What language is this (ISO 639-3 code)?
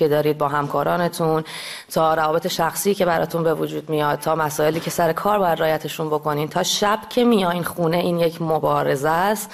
fas